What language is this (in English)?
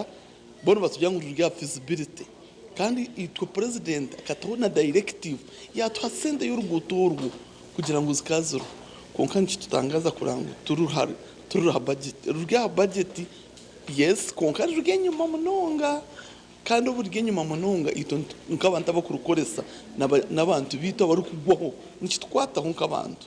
Nyankole